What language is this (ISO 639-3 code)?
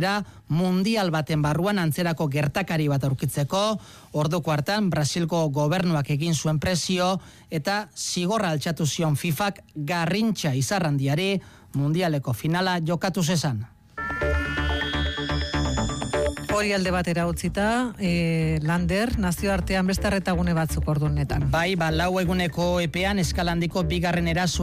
eus